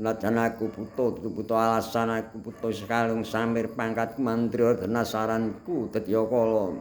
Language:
Javanese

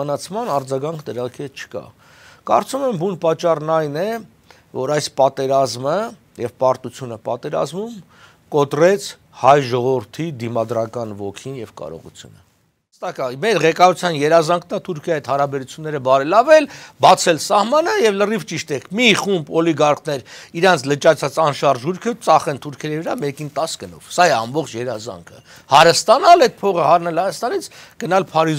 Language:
Armenian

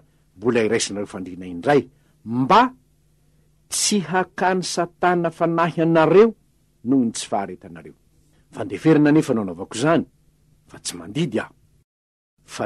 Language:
Malagasy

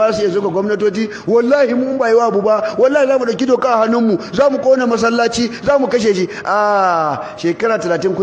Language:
Hausa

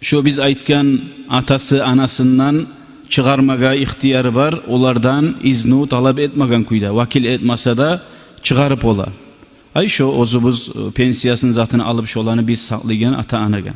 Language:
Kumyk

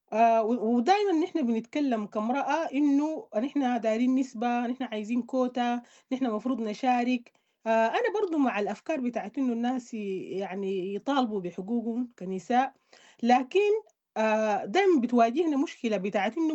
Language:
Sudanese Arabic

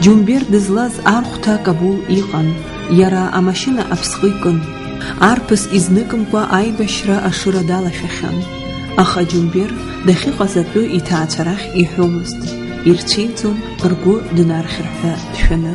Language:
Abkhazian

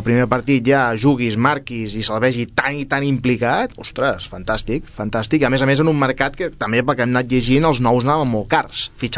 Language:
Catalan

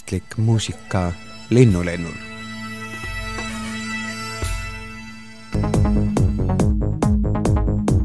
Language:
Estonian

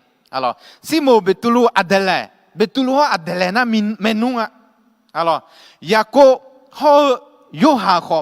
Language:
Akha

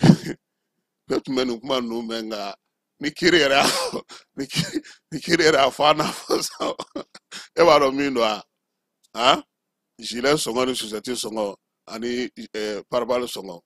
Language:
Bambara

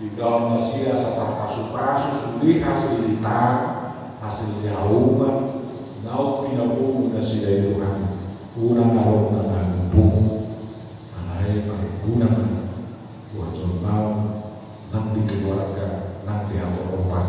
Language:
Batak Toba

